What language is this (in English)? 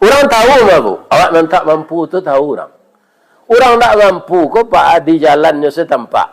Minangkabau